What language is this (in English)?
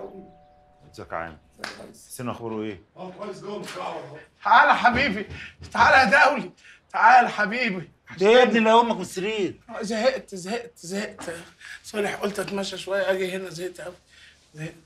Egyptian Arabic